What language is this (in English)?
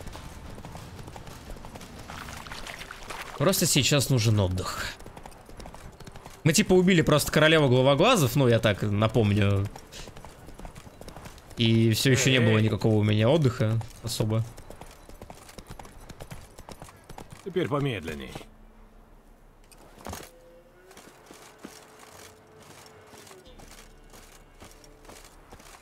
Russian